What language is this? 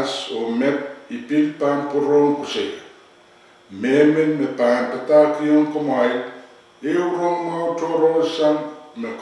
Pohnpeian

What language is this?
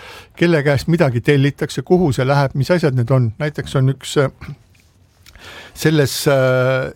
Estonian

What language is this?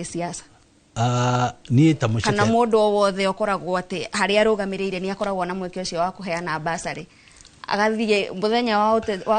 Kikuyu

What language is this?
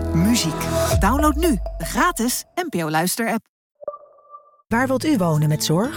Dutch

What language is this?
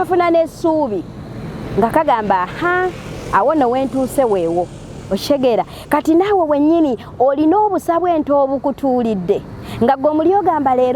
Ganda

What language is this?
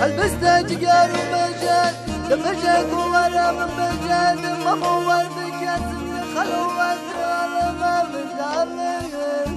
Kurdish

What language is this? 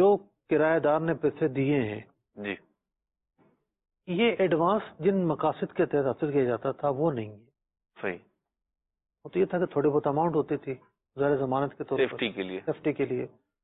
Urdu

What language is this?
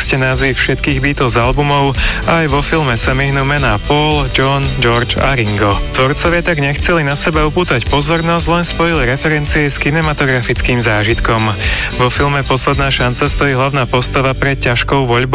Slovak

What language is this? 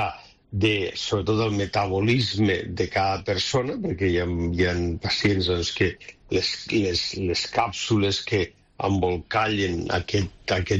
Catalan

